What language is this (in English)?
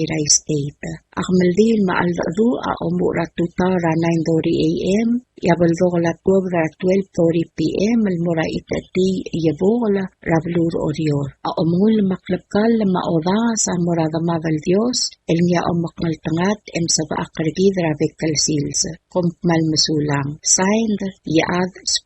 Palauan